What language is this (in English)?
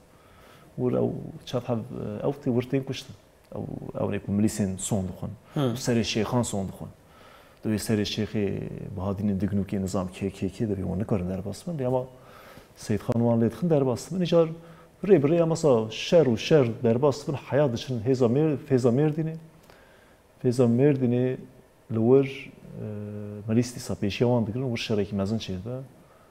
Kurdish